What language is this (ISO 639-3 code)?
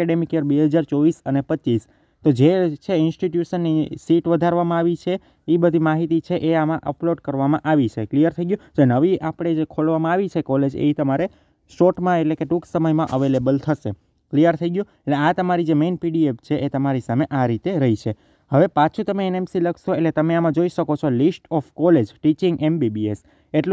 guj